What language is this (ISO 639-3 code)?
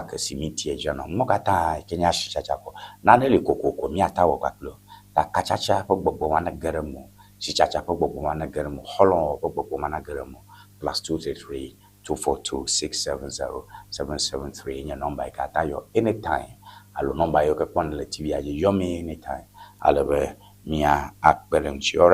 ewe